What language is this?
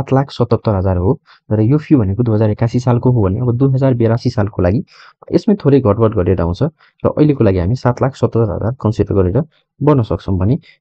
Nepali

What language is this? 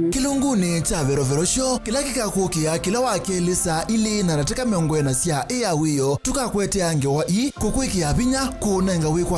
Kamba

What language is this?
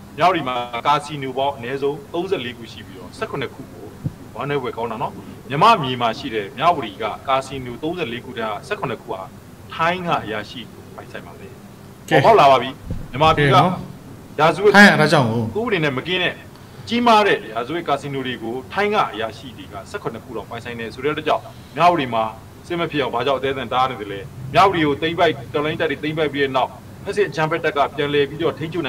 Burmese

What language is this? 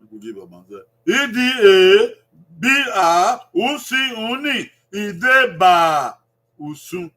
Bini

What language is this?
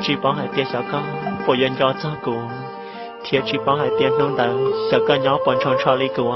Hmong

